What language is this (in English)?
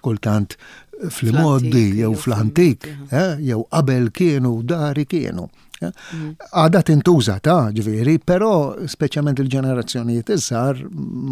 Maltese